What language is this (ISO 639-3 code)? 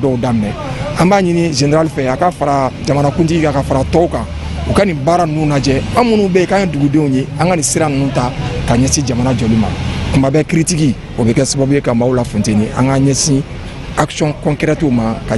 bam